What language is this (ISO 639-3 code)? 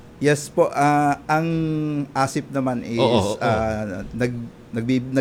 fil